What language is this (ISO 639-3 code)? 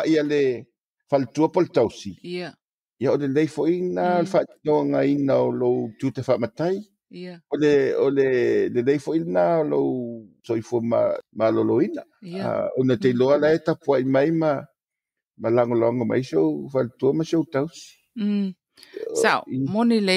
smo